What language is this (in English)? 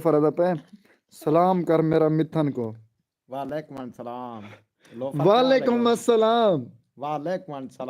Saraiki